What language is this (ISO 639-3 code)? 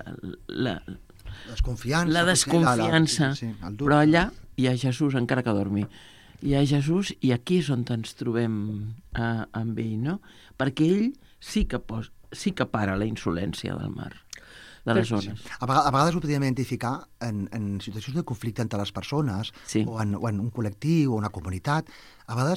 cat